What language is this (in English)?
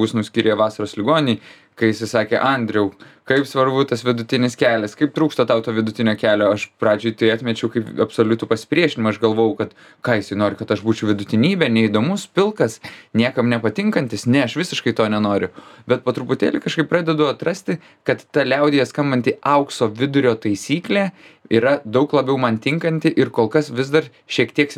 Lithuanian